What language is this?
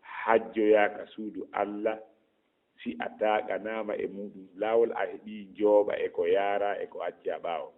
Fula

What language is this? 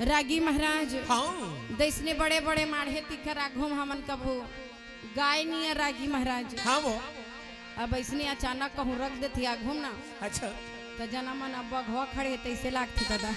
Chhattisgarhi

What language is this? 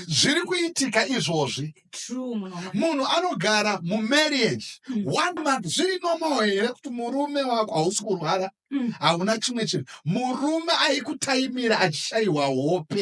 Shona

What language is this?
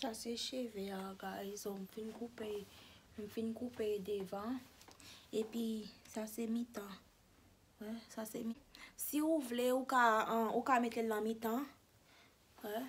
Haitian Creole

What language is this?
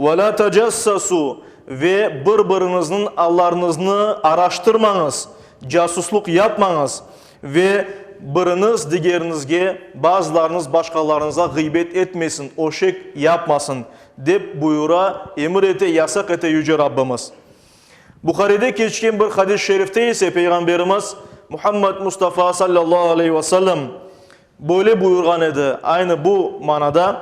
Crimean Tatar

